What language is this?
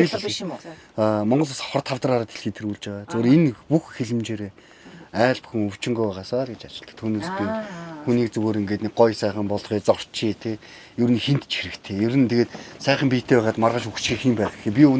Mongolian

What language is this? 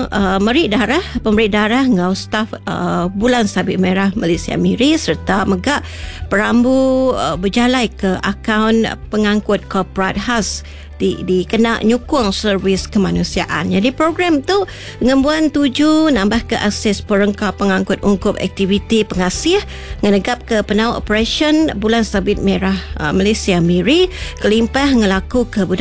Iban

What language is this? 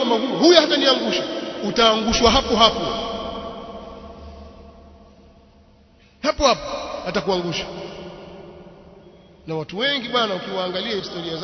Swahili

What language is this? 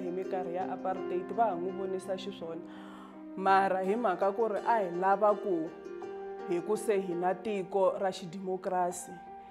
Tsonga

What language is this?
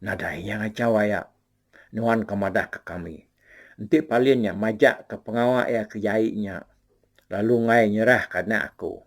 Iban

